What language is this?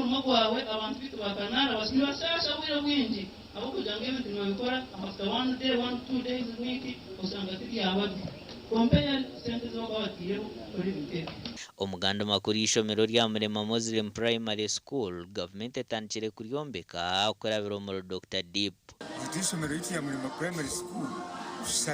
Nyankole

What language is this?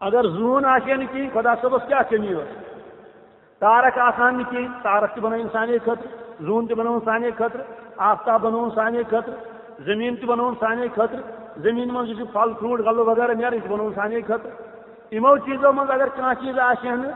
Kashmiri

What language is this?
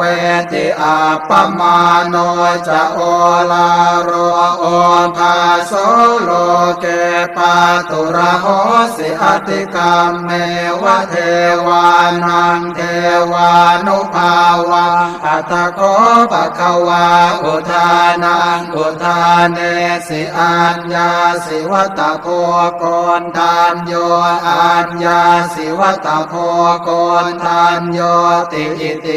Pali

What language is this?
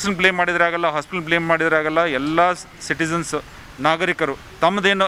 Kannada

